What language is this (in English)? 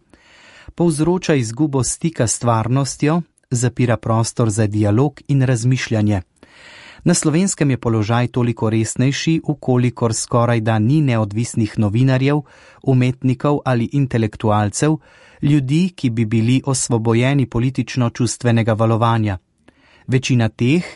Slovenian